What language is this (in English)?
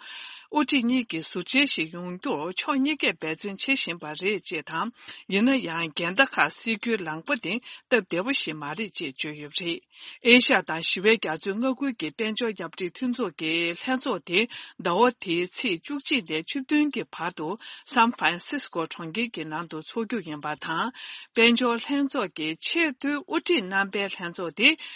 Tibetan